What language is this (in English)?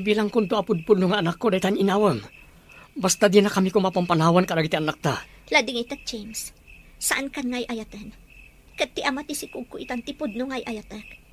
Iloko